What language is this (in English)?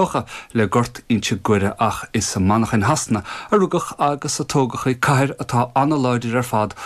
Irish